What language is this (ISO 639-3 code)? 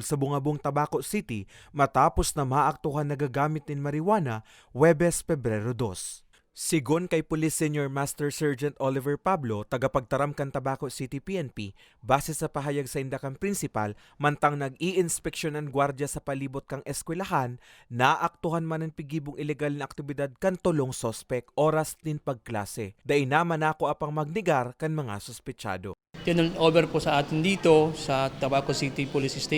bik